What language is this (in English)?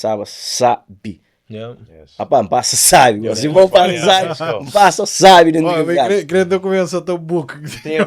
Kabuverdianu